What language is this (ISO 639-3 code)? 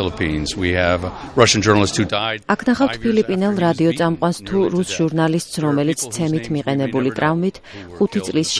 kat